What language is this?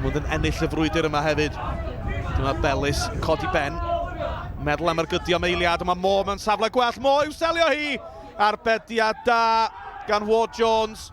Welsh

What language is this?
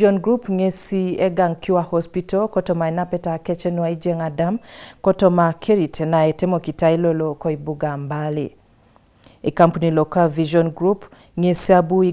Teso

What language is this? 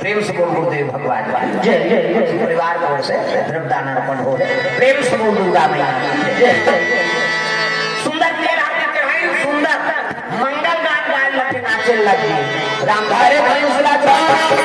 Chhattisgarhi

